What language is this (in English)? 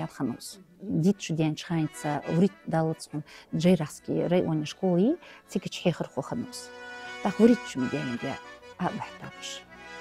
Ingush